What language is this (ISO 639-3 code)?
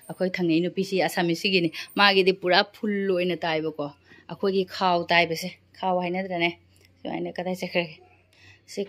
mni